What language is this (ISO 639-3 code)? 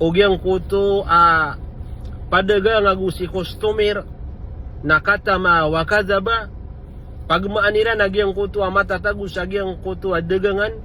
mrw